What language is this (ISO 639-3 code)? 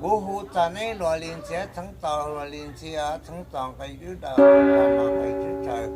hmn